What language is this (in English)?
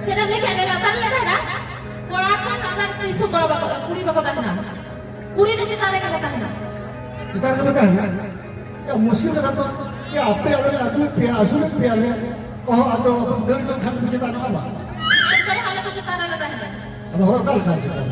Santali